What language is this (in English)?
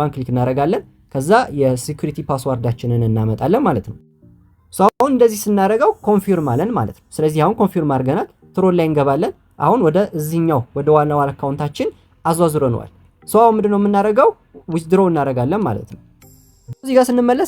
Amharic